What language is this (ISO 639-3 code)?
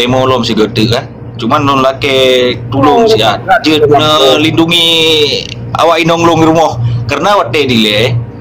ace